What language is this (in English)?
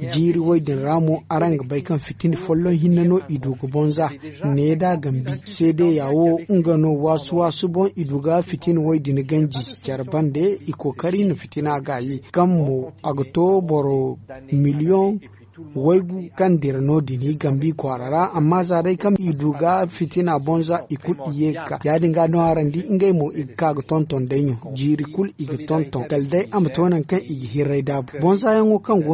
Zarma